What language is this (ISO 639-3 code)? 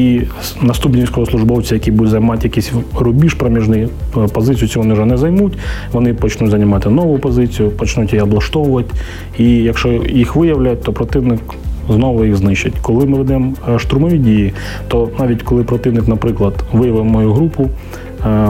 ukr